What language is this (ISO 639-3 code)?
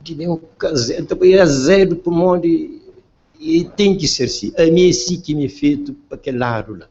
kea